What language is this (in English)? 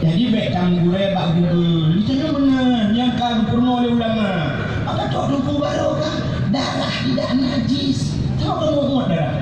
Achinese